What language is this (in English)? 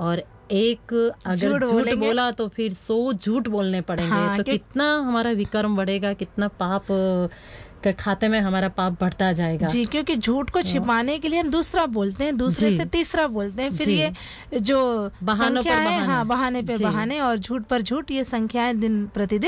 Hindi